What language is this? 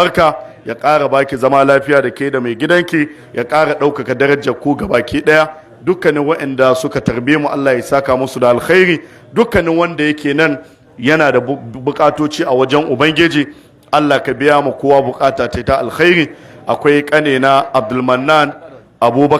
Hausa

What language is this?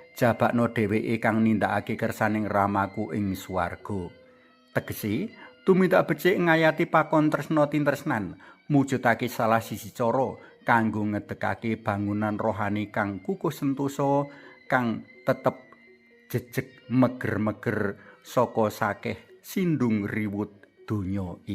Javanese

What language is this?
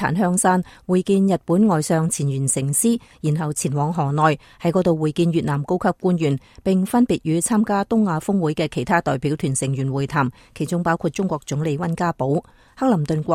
Cantonese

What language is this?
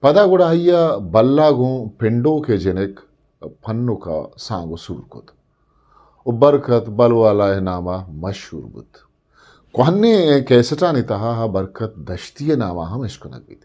Eastern Balochi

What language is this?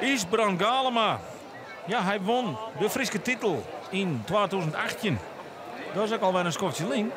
Western Frisian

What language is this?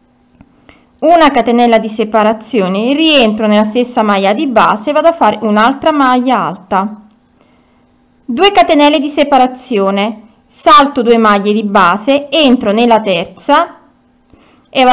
Italian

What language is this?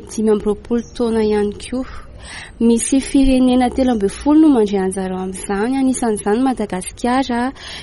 Malagasy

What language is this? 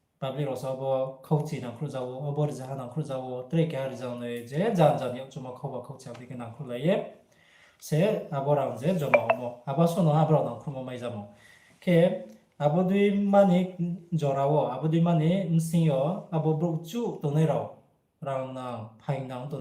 Riang (India)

